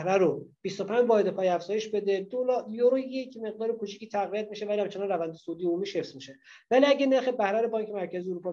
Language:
Persian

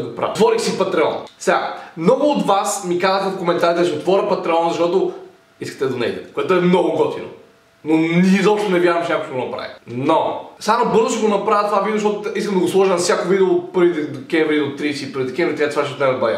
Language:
Bulgarian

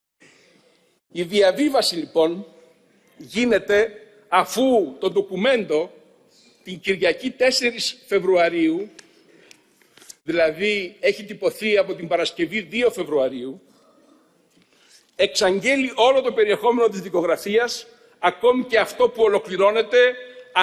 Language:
Greek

